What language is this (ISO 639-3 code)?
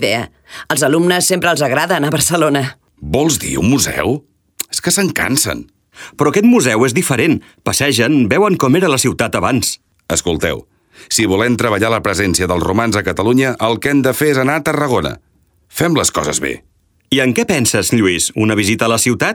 cat